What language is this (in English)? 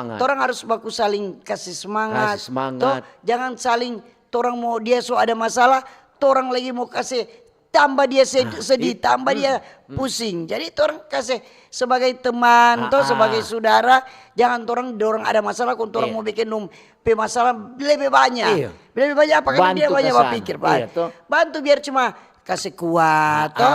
Manado Malay